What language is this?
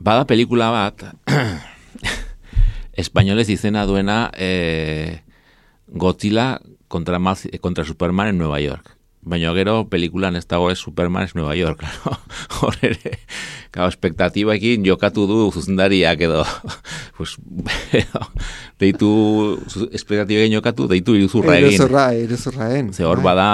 Basque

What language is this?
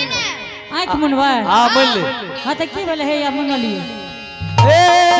Angika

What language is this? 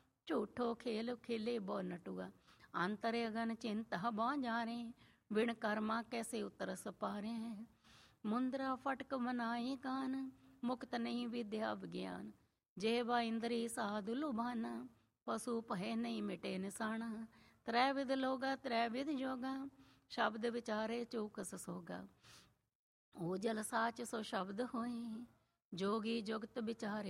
Punjabi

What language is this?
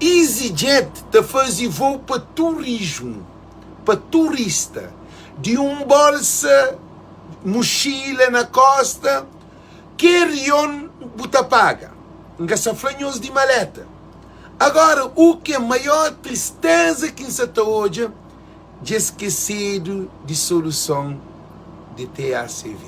Kabuverdianu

